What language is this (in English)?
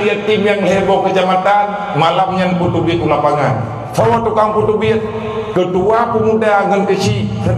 Achinese